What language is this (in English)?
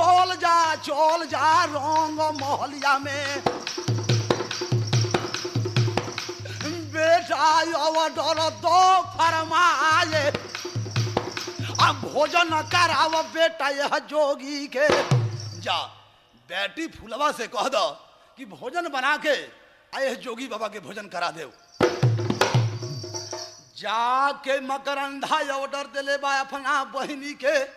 Bhojpuri